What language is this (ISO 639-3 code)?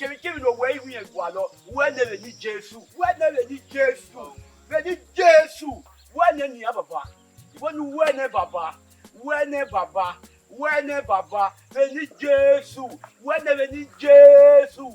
bin